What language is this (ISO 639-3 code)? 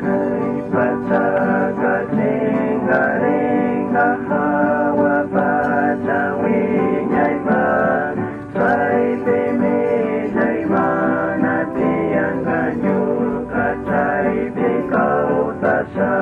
qug